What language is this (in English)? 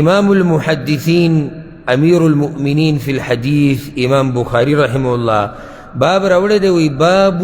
Pashto